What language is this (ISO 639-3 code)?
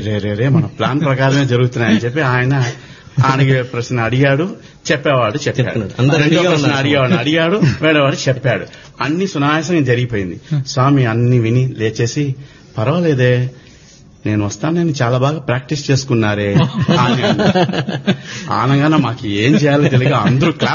tel